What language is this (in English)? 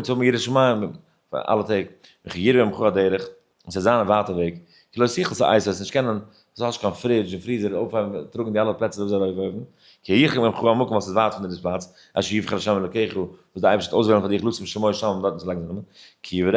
Yiddish